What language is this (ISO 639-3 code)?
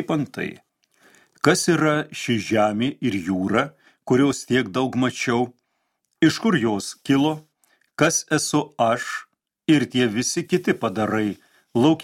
lit